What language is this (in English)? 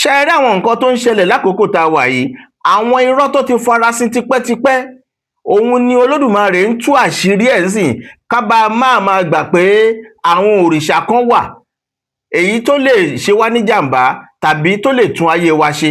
Yoruba